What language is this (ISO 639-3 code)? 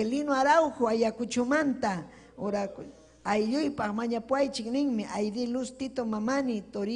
quy